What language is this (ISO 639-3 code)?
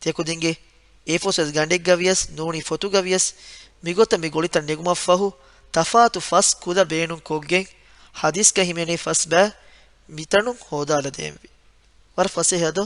div